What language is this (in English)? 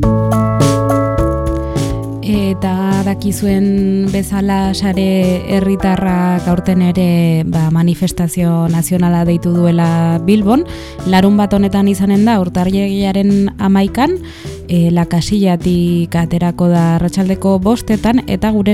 Basque